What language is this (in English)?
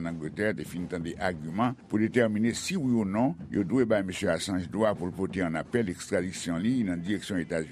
Haitian Creole